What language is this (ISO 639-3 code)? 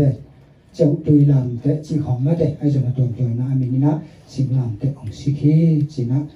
ctd